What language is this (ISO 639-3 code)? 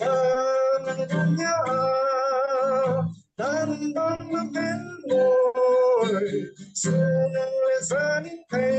cfm